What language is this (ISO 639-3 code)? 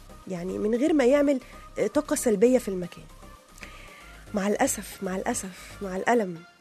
arz